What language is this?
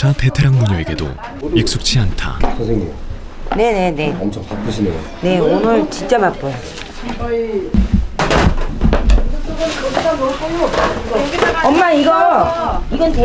Korean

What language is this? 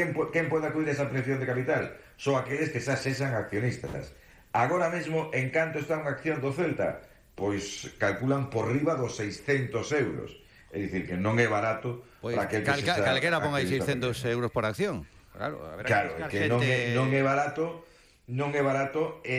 Galician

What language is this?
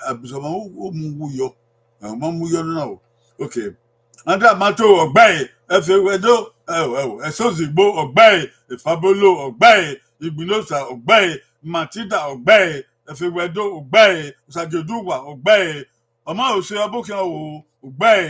Bini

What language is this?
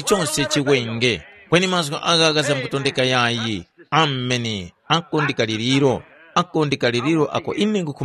Tumbuka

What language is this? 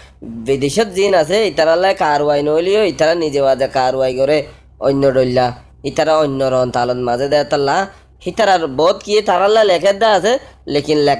Rohingya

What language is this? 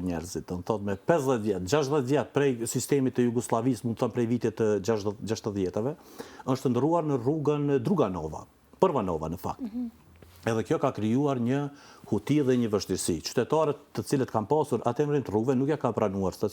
Albanian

